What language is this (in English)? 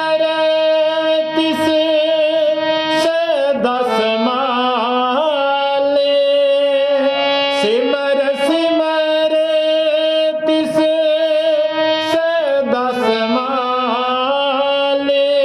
Punjabi